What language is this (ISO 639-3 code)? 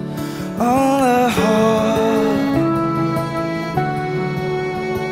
nor